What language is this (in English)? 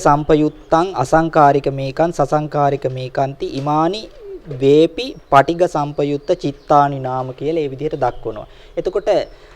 Sinhala